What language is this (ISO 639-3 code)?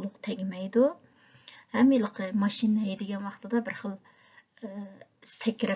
uig